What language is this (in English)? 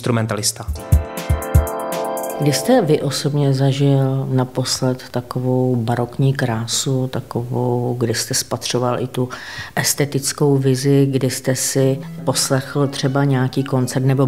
Czech